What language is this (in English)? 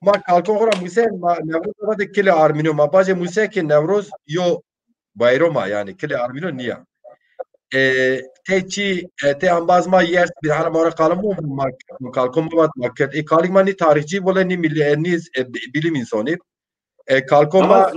Zaza